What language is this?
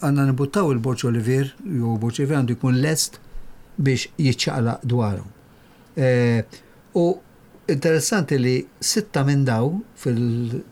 Maltese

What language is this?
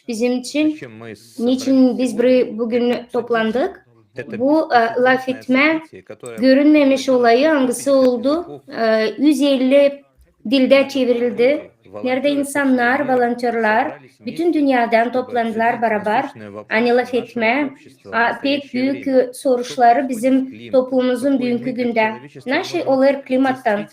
Gagauz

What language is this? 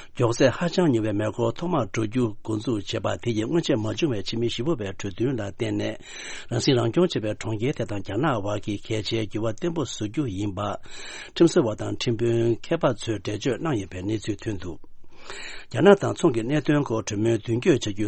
Tibetan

